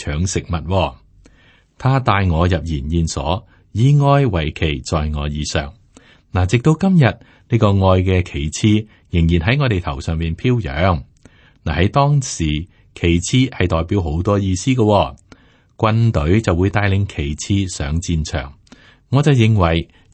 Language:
Cantonese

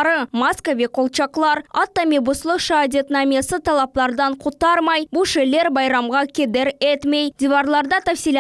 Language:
Crimean Tatar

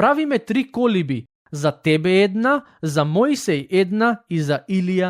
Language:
Macedonian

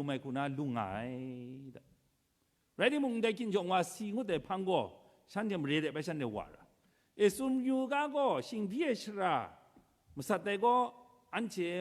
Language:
Kachin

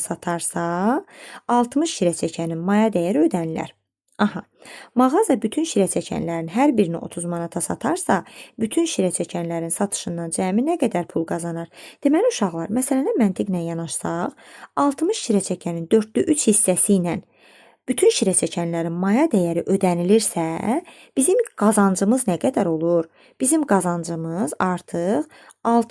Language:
Azerbaijani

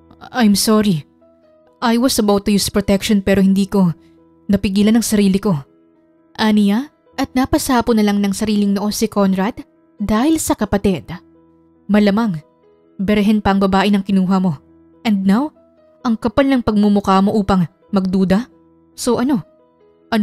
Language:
Filipino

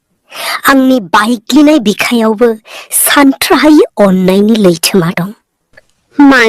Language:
Bodo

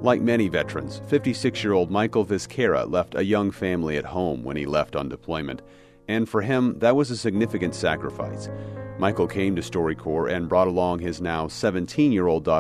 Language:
English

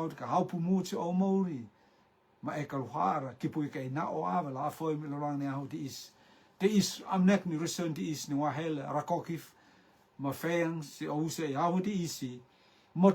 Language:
Rotuman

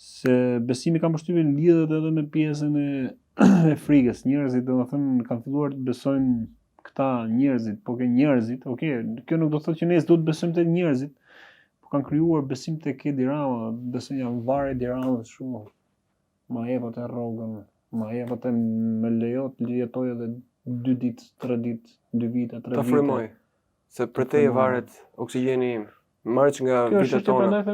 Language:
Albanian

